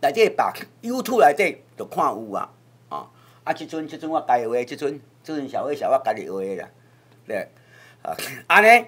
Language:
Min Nan Chinese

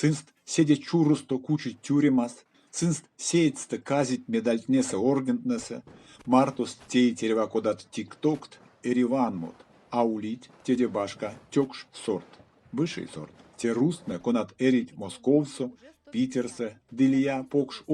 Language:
Erzya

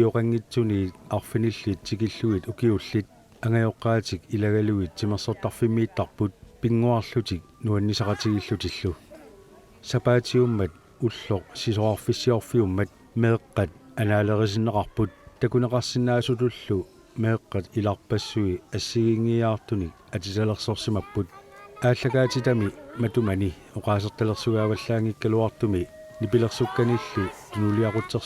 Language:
Kalaallisut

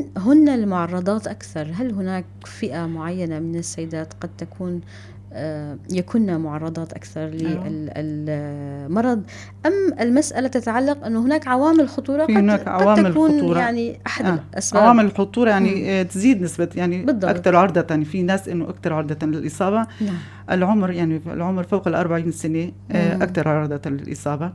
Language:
North Levantine Arabic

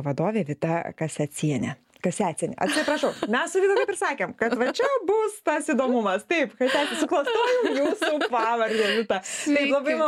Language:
Lithuanian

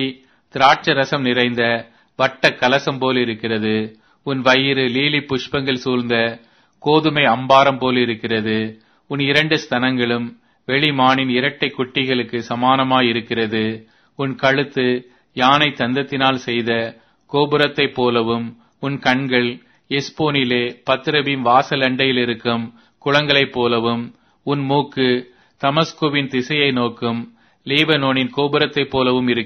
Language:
Tamil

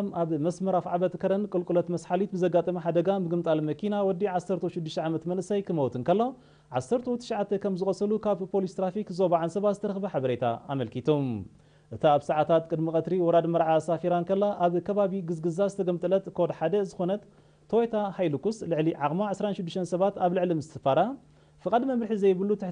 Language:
Tigrinya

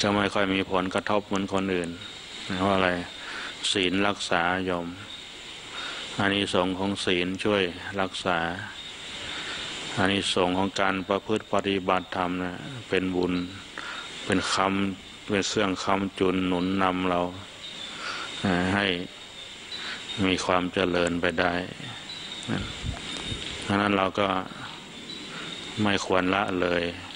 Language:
Thai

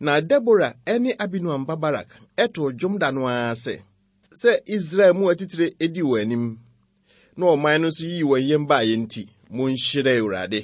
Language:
Akan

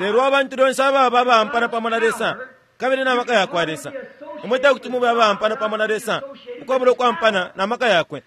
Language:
Bemba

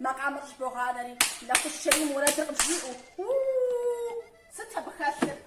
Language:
Kabardian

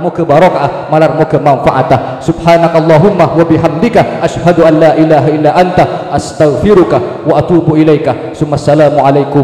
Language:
Madurese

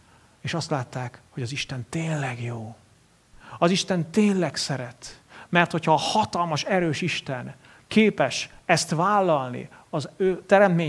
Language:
Hungarian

